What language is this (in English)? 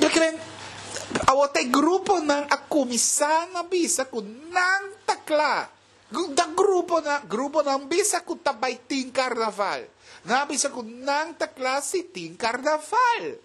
Papiamento